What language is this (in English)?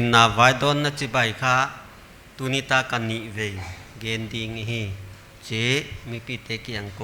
Paite Chin